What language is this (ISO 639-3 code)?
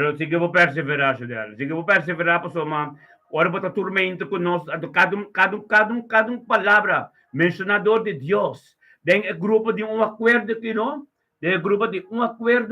pap